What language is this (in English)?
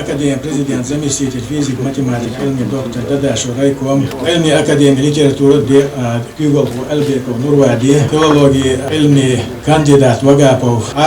Chechen